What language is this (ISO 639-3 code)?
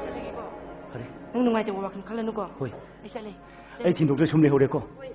mni